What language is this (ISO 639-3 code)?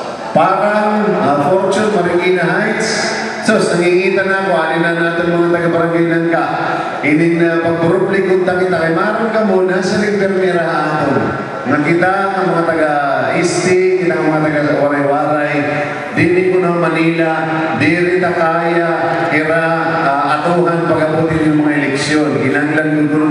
war